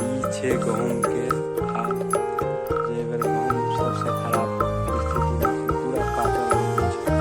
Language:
Maithili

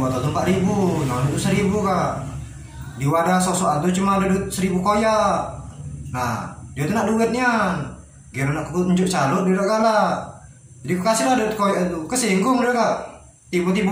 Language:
Musi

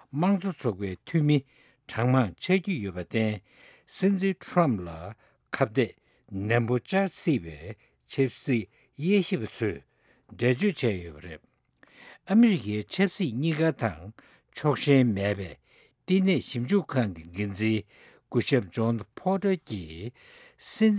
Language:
Tibetan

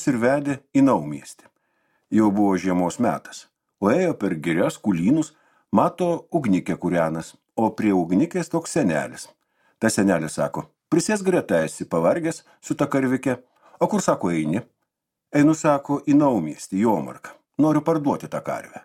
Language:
Lithuanian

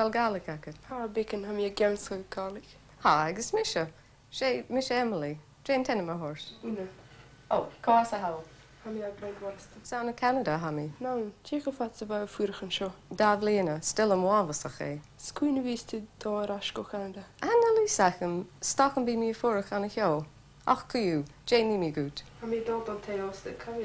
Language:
Scottish Gaelic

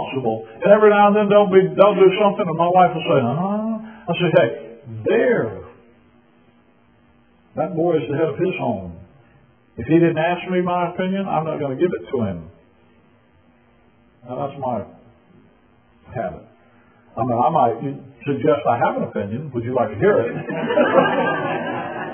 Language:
English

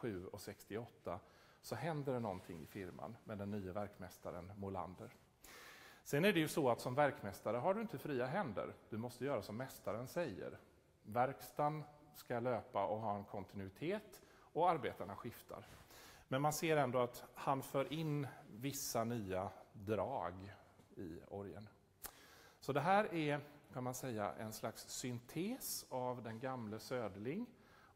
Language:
Swedish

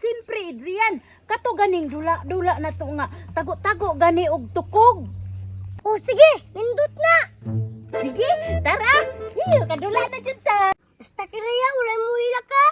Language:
Cebuano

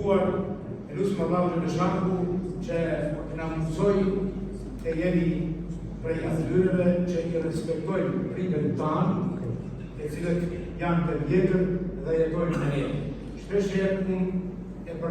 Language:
Albanian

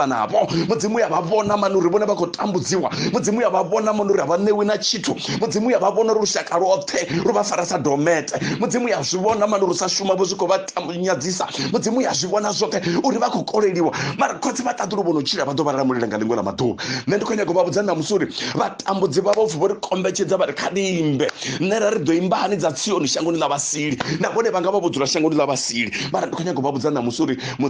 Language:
Venda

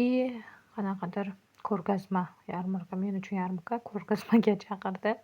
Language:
Uzbek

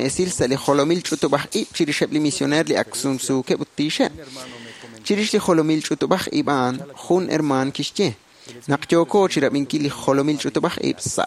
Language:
Kekchí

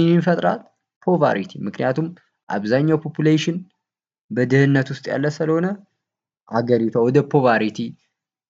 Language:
Amharic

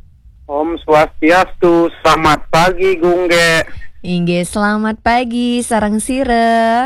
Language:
Balinese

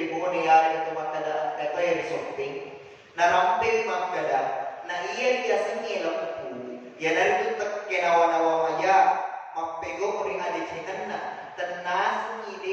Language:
Buginese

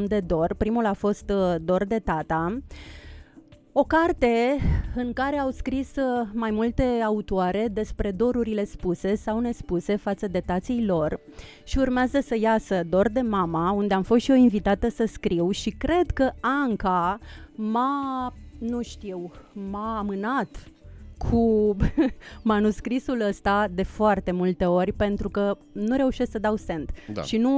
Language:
Romanian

